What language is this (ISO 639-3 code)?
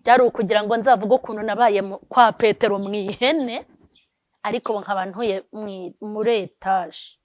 kin